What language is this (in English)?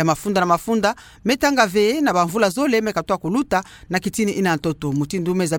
Kituba (Democratic Republic of Congo)